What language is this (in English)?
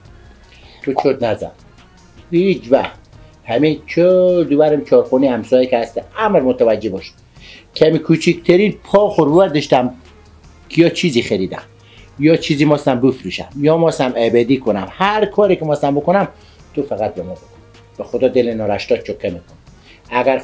Persian